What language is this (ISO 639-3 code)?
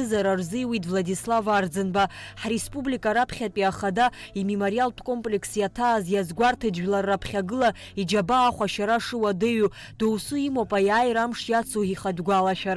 abk